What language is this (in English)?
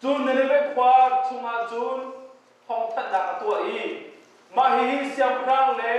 Hakha Chin